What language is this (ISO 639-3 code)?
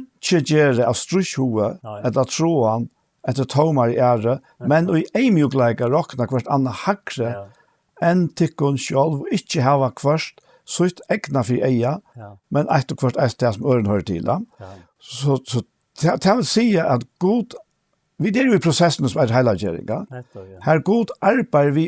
fao